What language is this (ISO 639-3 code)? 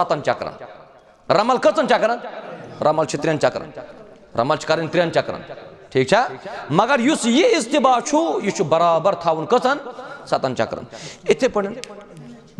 kas